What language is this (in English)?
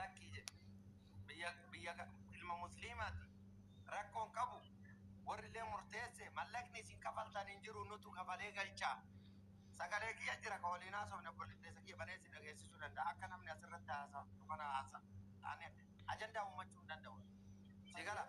Oromo